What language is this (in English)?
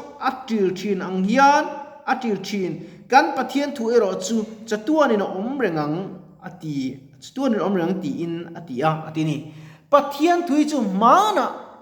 Mizo